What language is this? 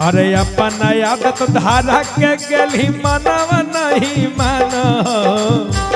Magahi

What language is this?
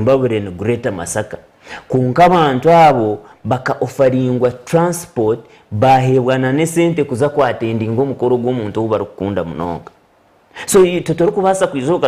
Nyankole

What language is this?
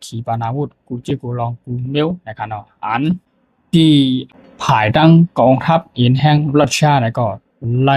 Shan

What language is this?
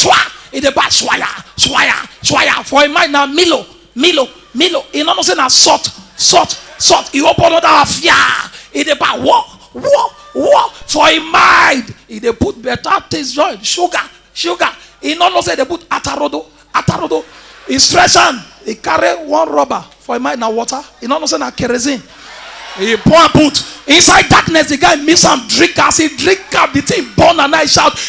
Nigerian Pidgin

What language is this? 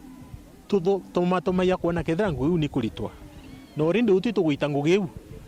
Meru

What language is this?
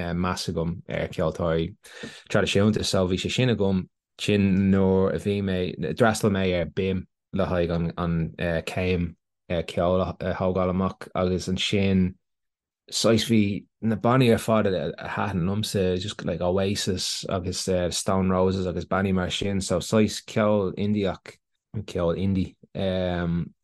Irish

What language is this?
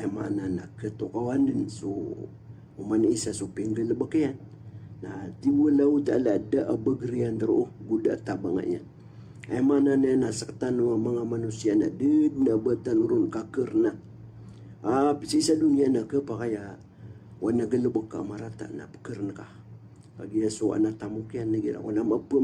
Maranao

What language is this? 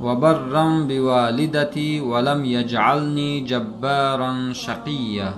Tajik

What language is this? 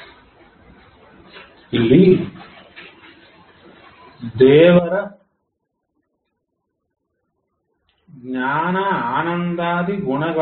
Kannada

